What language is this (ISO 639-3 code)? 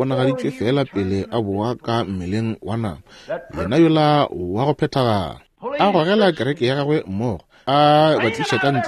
nso